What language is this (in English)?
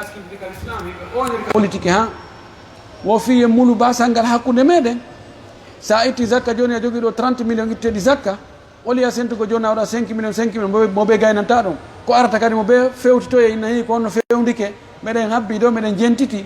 Pular